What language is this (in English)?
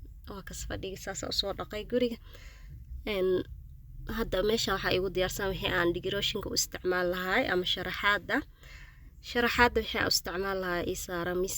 Somali